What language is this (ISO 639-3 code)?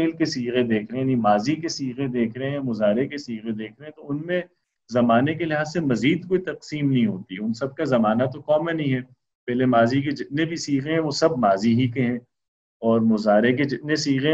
urd